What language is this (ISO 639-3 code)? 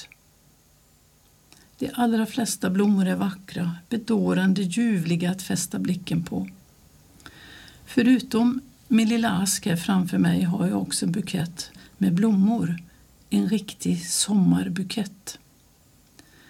swe